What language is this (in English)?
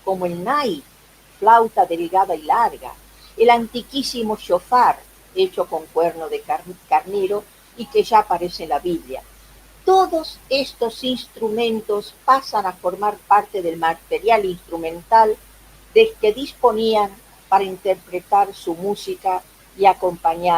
Ladino